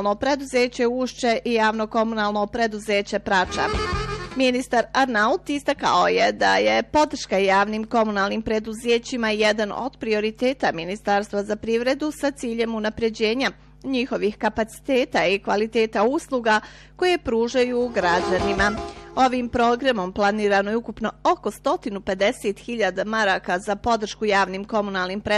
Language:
Bosnian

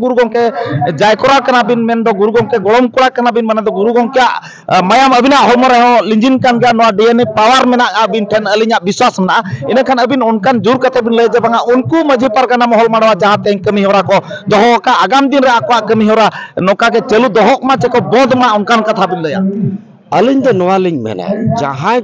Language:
Santali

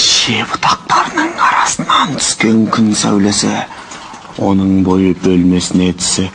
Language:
Kazakh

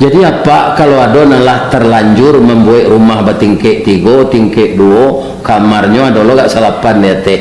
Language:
Minangkabau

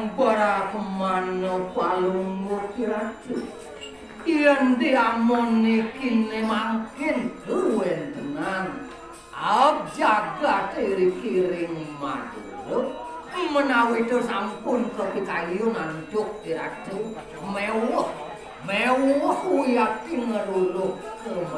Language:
Balinese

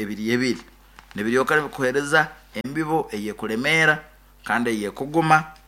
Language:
Nyankole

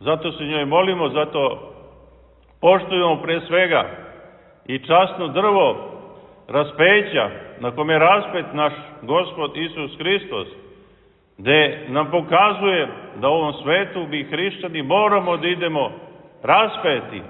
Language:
Serbian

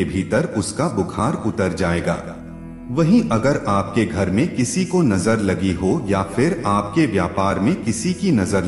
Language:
Hindi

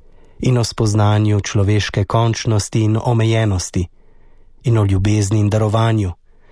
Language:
Slovenian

